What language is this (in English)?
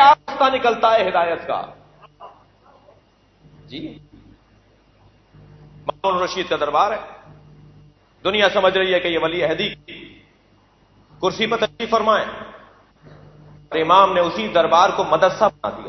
Urdu